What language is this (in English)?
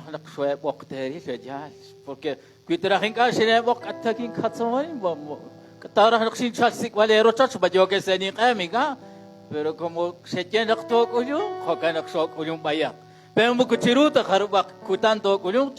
Kekchí